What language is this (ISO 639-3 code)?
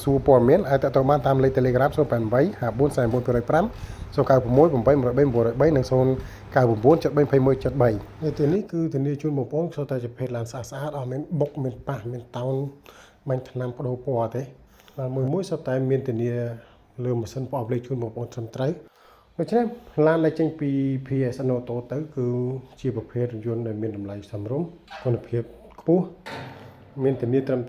khm